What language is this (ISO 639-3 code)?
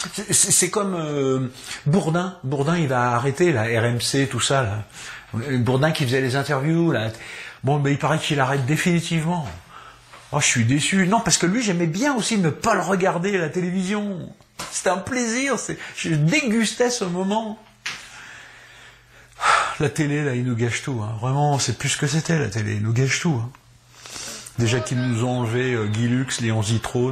fra